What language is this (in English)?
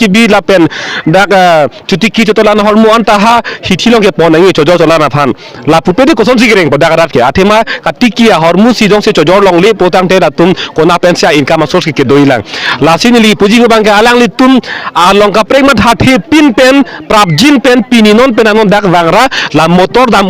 Karbi